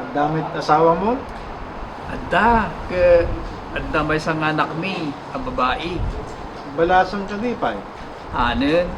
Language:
Iloko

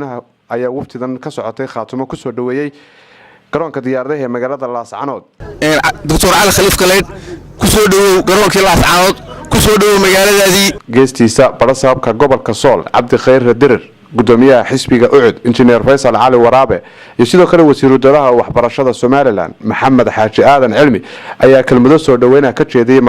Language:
Somali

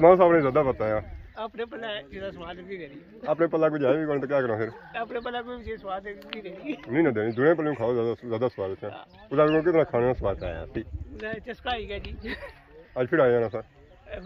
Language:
Pahari-Potwari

